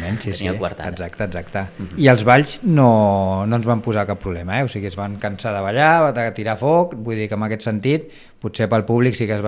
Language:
Catalan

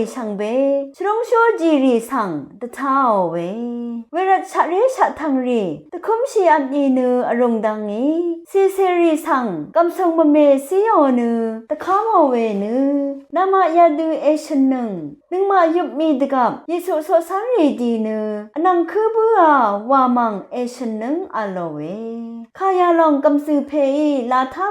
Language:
Rawang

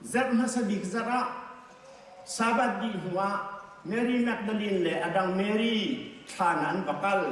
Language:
Hakha Chin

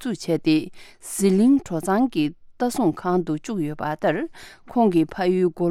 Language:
Tibetan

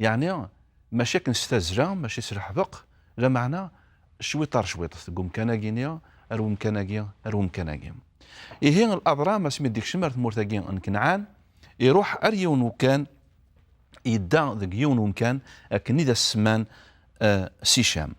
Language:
Kabyle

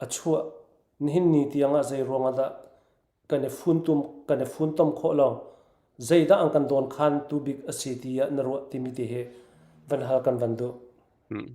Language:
Falam Chin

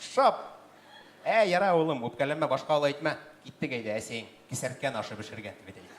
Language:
Bashkir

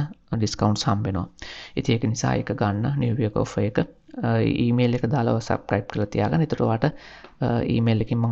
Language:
Sinhala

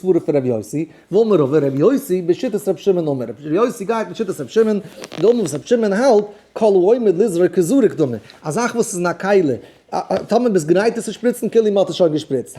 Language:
Yiddish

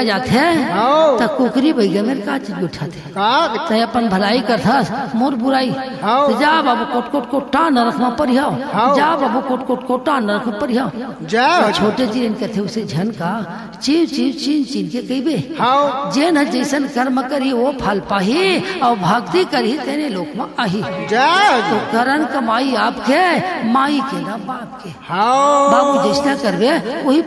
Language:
Chhattisgarhi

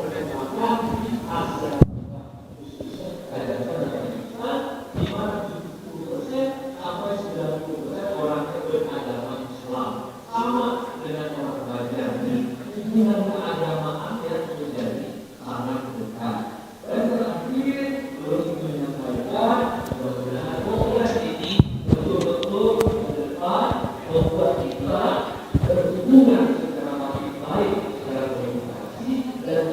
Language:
Banjar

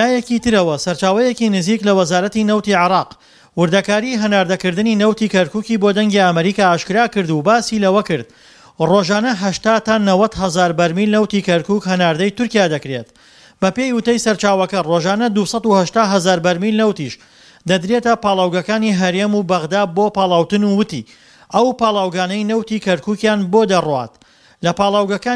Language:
Central Kurdish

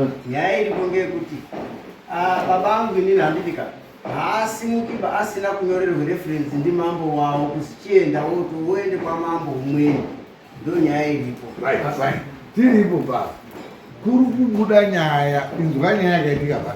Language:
Shona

